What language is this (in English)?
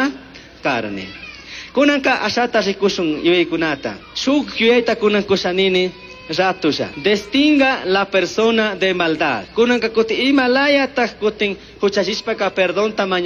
Chimborazo Highland Quichua